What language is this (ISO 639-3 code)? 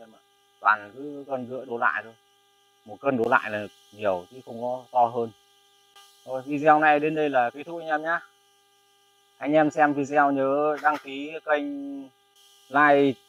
vie